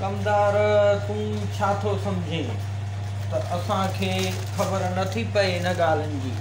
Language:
Sindhi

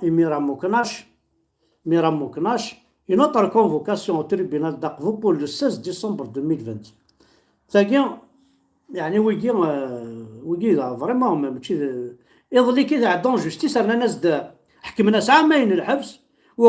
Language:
Kabyle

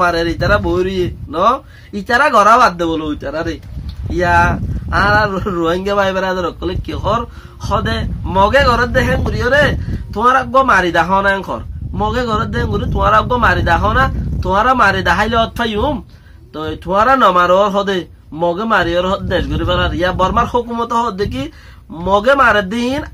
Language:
Rohingya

